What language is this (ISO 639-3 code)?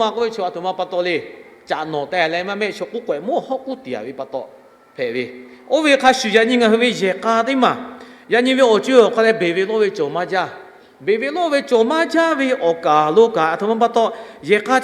lhu